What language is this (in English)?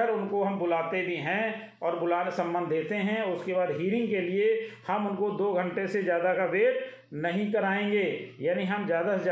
Hindi